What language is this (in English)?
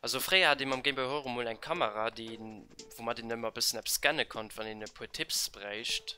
Luxembourgish